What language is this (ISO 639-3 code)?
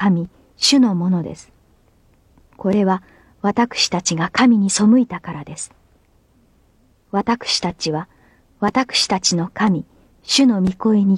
jpn